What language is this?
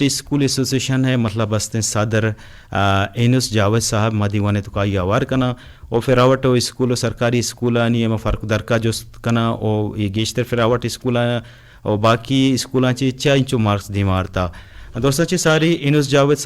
Eastern Balochi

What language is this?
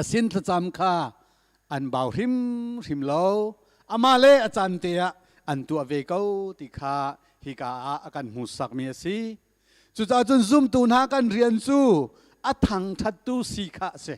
Hakha Chin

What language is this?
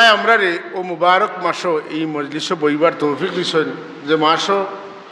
Sylheti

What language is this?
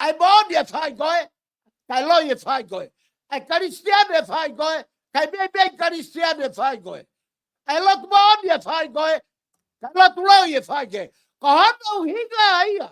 Tongan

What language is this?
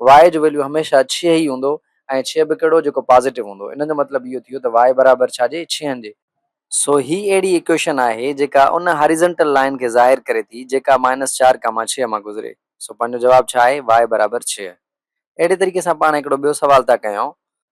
Sindhi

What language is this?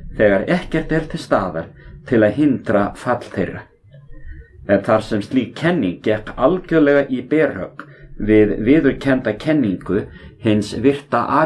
Icelandic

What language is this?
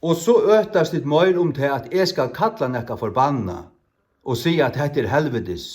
Faroese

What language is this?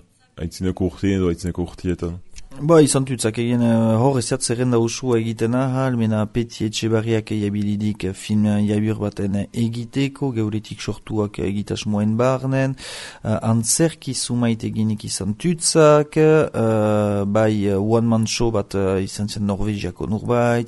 Basque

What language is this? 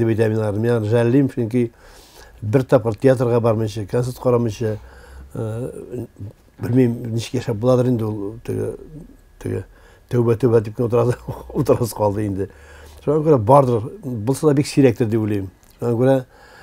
Tatar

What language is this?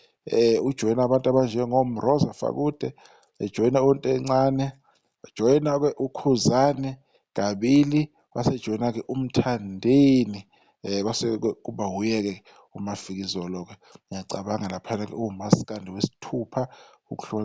Zulu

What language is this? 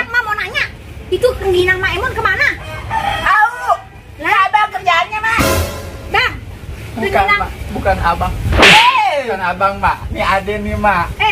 Betawi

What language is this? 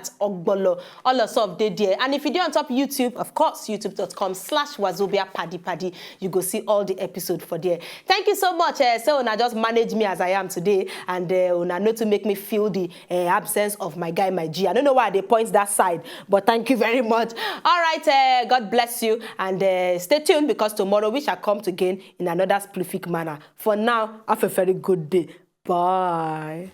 Nigerian Pidgin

